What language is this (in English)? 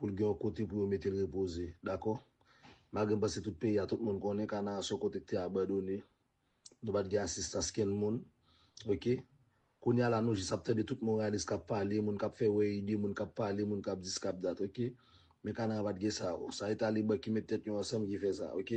Haitian Creole